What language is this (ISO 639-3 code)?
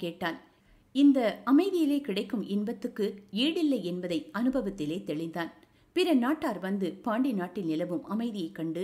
tam